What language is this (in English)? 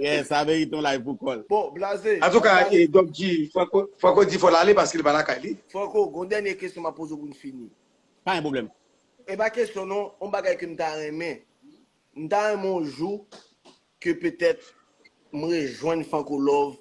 Haitian Creole